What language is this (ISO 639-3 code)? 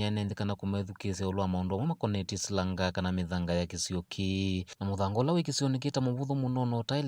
kam